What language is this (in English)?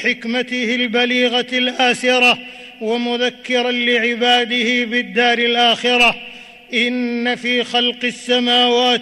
Arabic